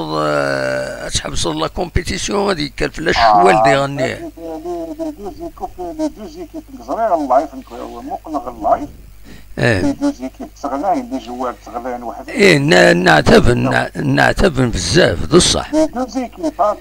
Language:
Kabyle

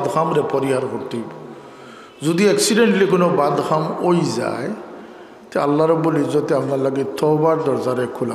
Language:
Sylheti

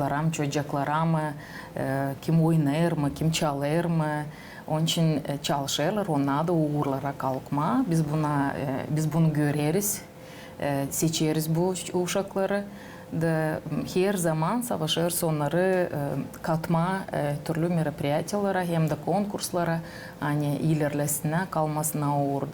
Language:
Gagauz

